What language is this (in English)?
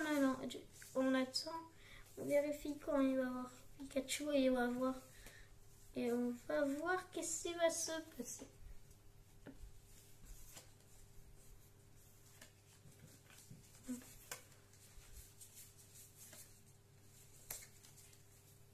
French